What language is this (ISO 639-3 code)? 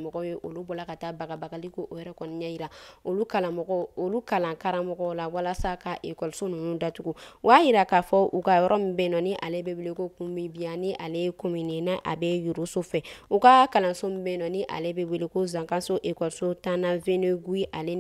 bam